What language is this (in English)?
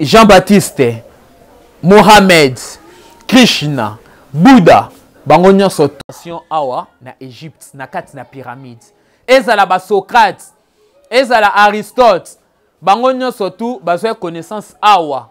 Lingala